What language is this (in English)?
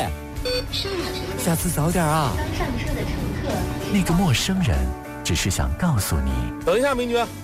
Chinese